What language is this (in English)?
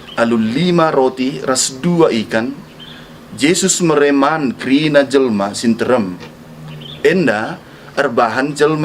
Batak Karo